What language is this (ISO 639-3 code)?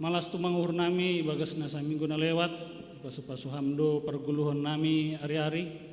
bts